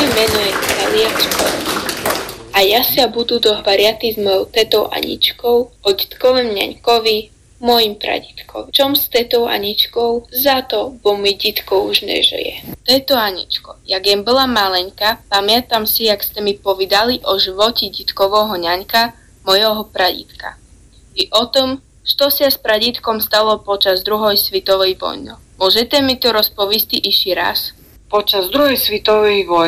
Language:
Slovak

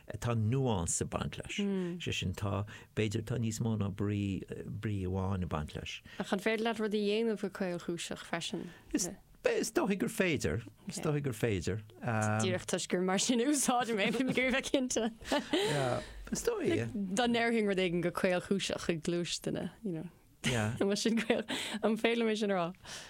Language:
Irish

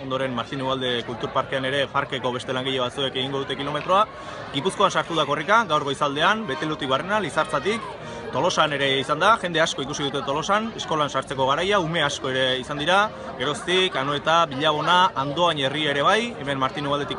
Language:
Basque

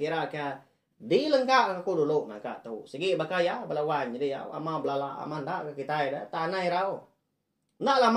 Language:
Iban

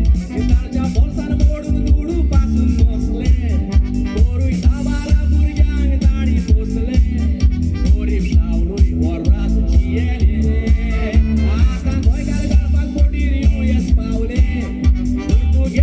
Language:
Konkani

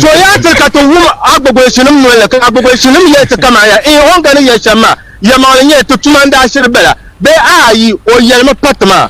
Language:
Dagbani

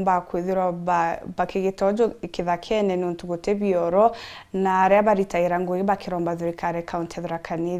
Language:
Meru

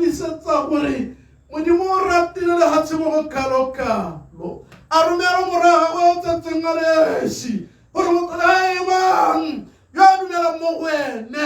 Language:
Tswana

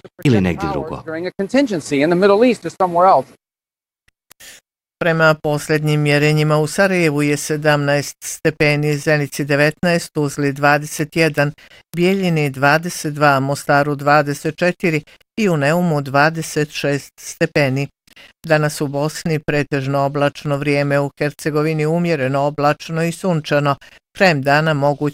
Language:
Bosnian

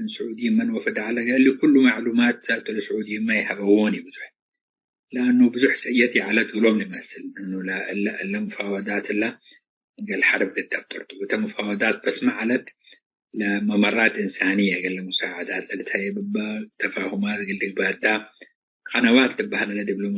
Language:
Tigre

